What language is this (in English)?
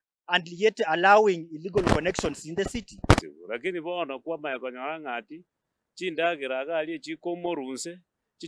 Gusii